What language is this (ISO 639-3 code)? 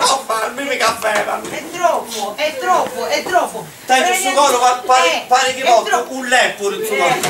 srd